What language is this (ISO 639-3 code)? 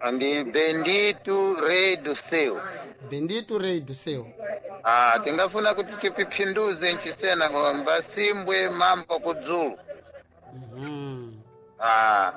seh